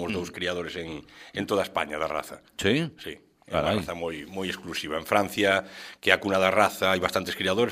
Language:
Galician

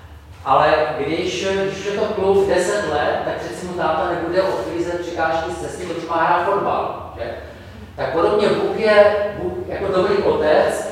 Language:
Czech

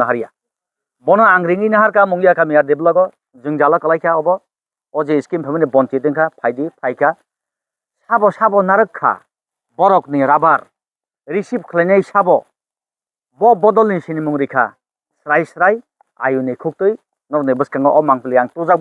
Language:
Kok Borok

